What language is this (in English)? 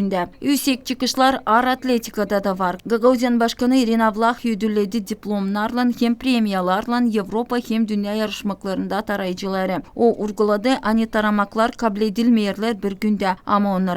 Gagauz